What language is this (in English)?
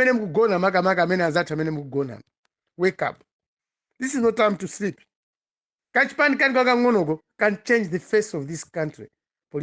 Nyanja